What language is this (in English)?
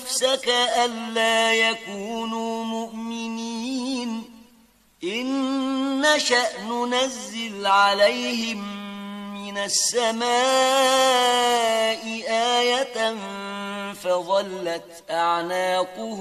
Arabic